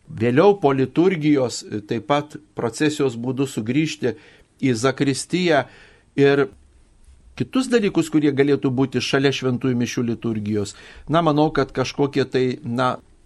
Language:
Lithuanian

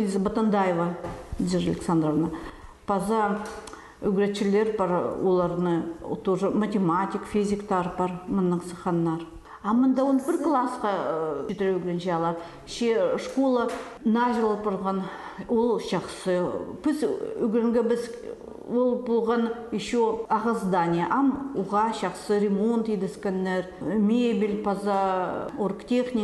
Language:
Khakas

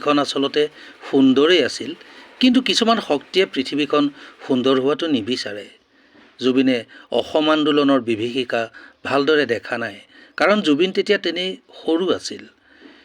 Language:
Assamese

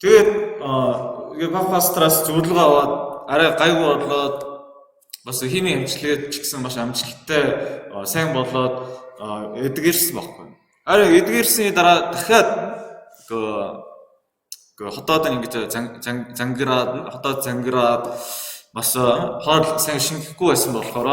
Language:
Mongolian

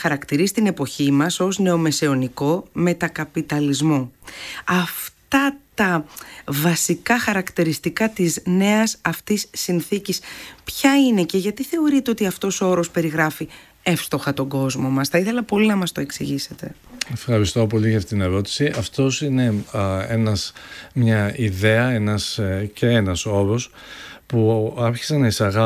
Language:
Greek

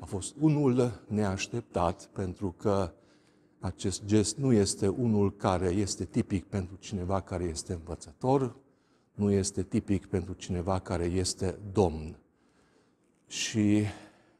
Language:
Romanian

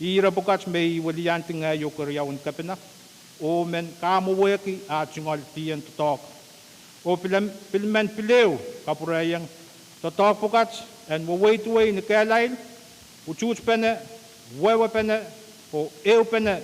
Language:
Pohnpeian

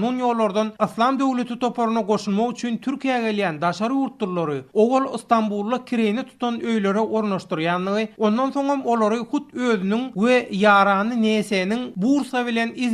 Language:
Turkmen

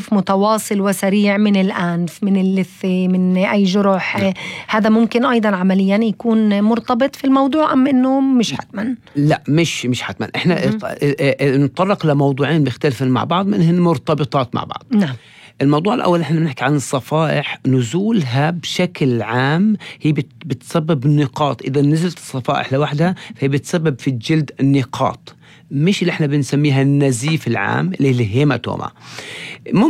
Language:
North Levantine Arabic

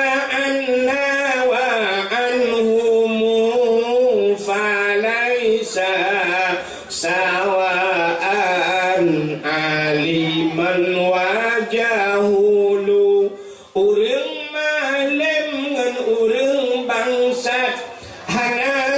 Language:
Achinese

